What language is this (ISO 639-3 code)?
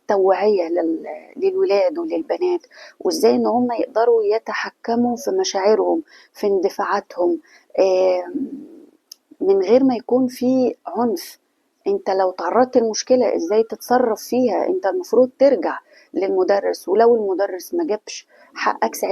arz